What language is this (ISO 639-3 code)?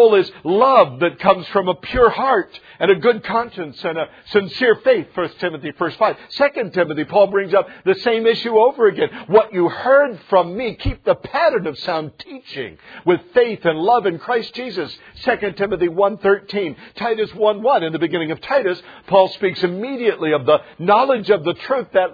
eng